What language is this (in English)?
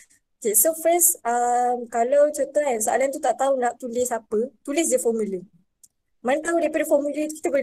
Malay